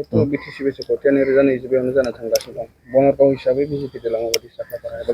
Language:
Bodo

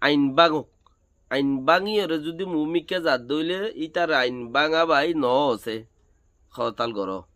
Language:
Rohingya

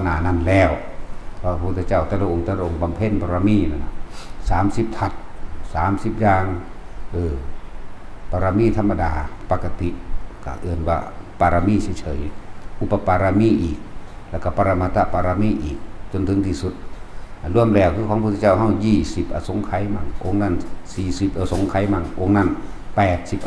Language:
Northeastern Thai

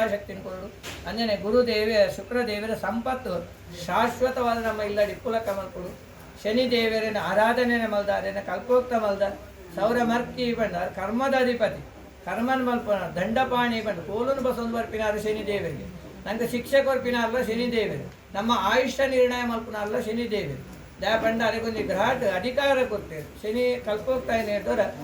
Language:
Tulu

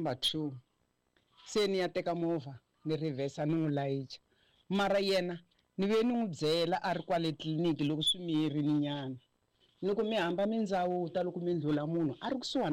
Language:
Tsonga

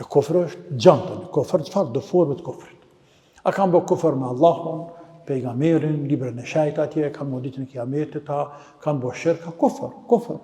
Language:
Albanian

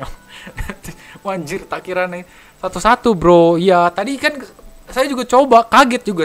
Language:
Indonesian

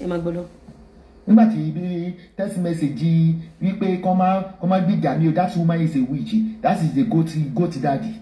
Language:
Yoruba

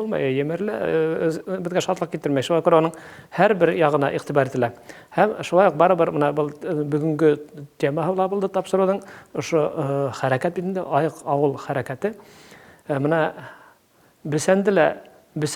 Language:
Bashkir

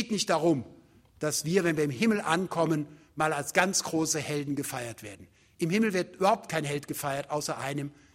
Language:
German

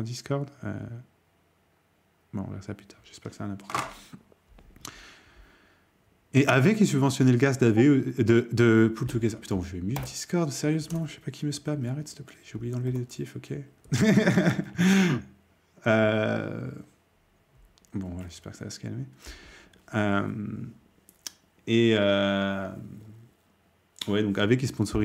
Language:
French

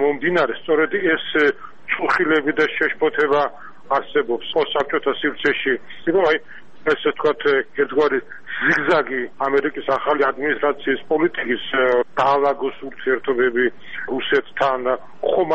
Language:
Georgian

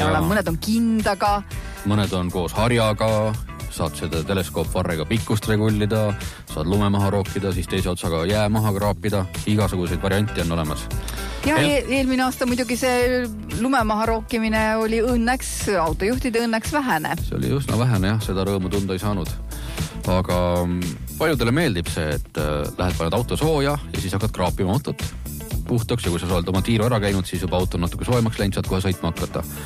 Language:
Estonian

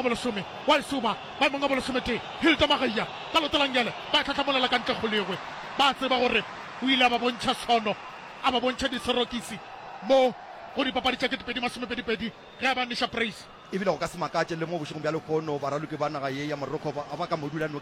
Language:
Northern Sotho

